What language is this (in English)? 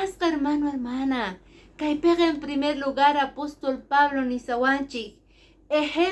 Quechua